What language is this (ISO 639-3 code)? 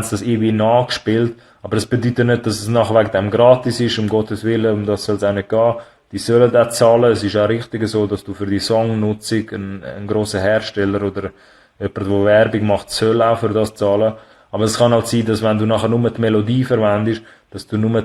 gsw